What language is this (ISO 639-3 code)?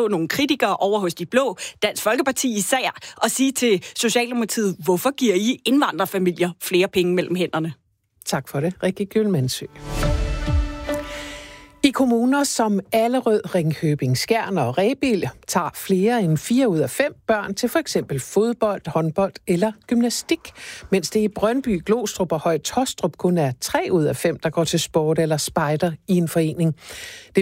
dan